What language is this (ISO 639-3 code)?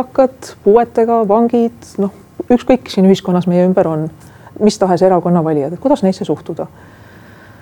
est